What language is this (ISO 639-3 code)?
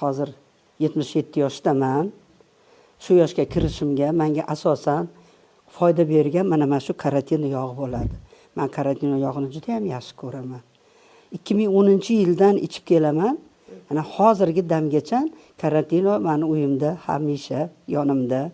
uzb